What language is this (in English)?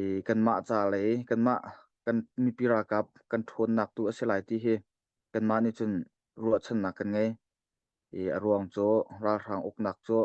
Hakha Chin